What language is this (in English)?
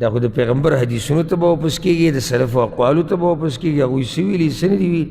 Pashto